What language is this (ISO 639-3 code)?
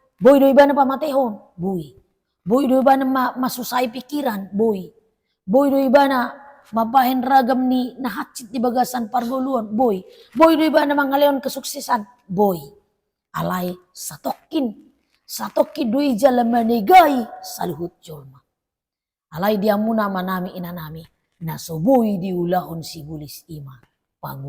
bbc